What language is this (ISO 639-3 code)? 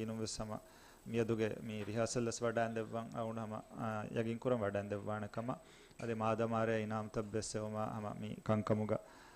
div